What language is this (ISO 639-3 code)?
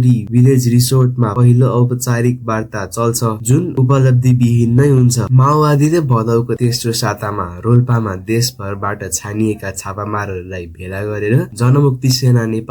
nep